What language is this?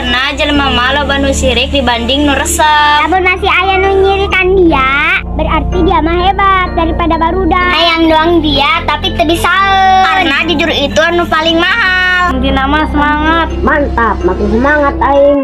Sundanese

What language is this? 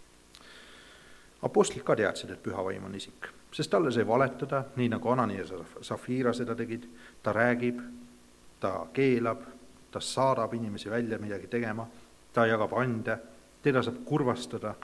Estonian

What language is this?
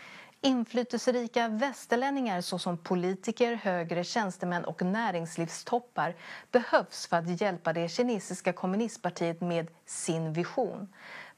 Swedish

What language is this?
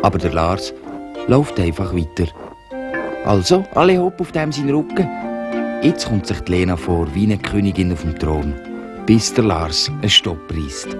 Swiss German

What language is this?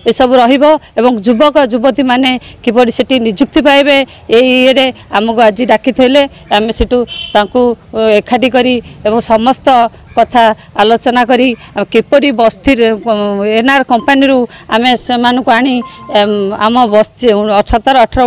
Odia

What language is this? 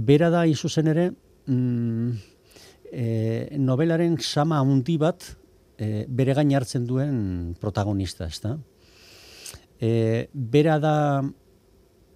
Basque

